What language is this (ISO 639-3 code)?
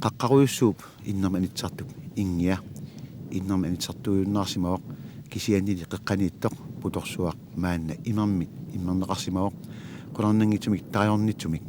kal